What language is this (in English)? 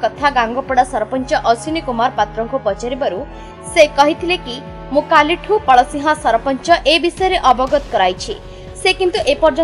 Odia